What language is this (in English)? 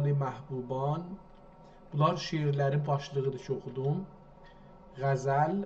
South Azerbaijani